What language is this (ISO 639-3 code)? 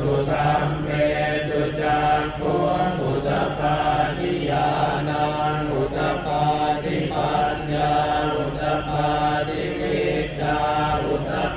pli